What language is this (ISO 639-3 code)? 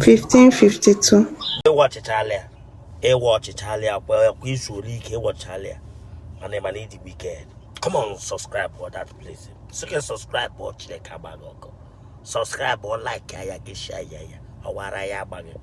ibo